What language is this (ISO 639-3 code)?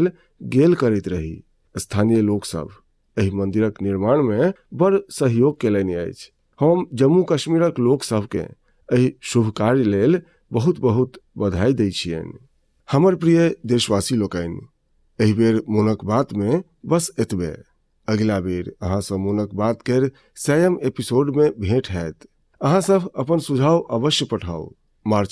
mai